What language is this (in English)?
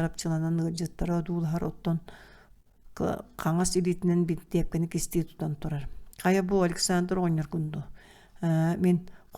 Yakut